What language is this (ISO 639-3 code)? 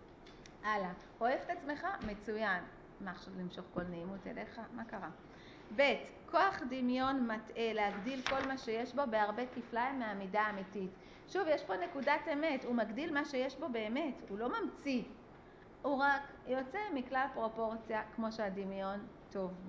heb